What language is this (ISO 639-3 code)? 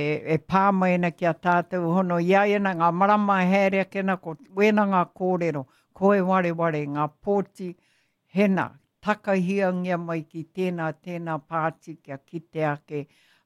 mri